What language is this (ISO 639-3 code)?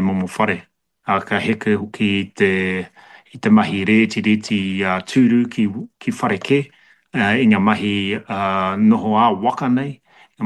mri